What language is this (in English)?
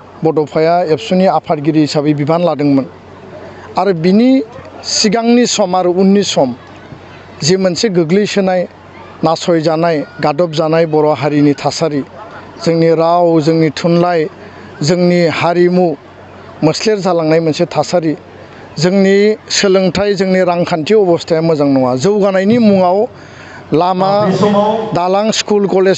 Bodo